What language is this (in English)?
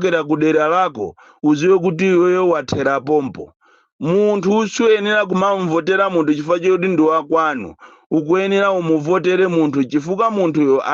Nyanja